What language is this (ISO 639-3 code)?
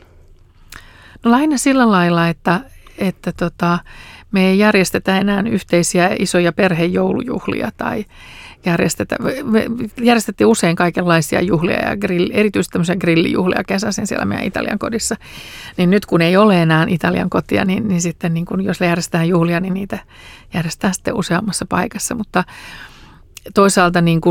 fin